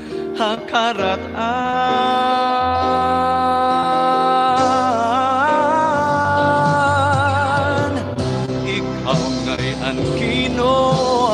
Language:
Waray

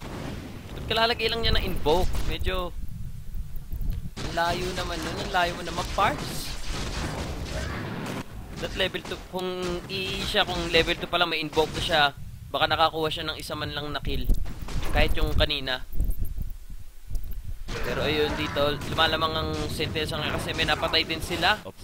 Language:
Filipino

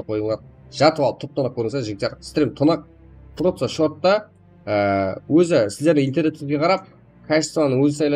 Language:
Kara-Kalpak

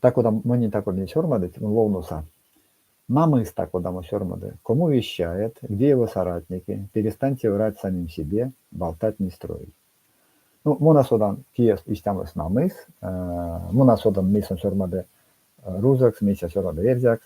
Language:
Erzya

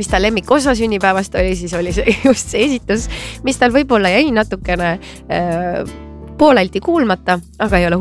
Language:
Estonian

